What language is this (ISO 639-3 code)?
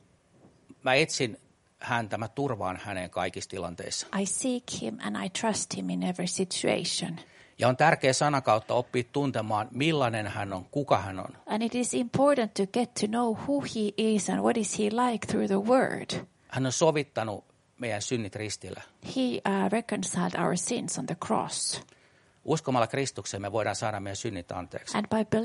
fin